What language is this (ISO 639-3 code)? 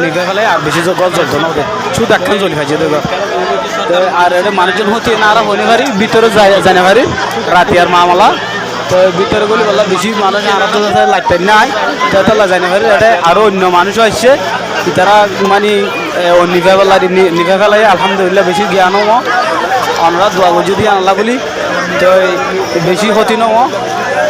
rhg